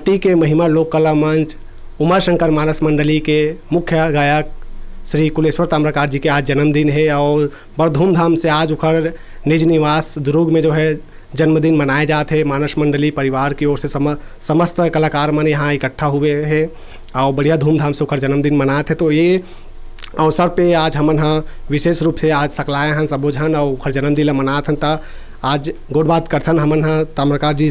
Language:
Chhattisgarhi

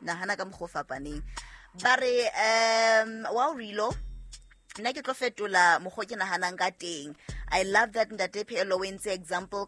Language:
Southern Sotho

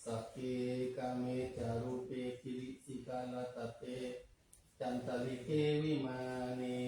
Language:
Pali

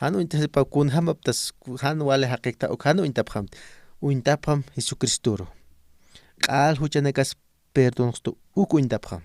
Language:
Aymara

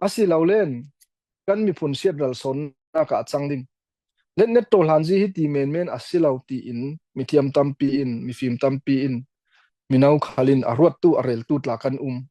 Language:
Falam Chin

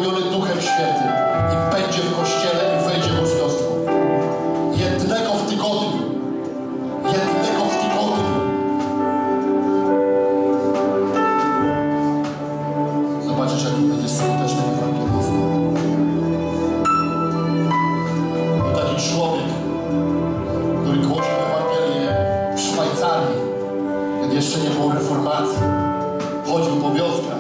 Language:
Polish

